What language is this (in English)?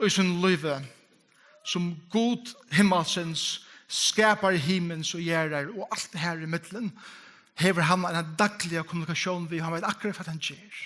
Faroese